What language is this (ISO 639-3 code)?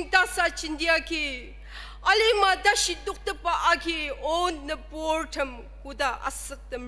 njo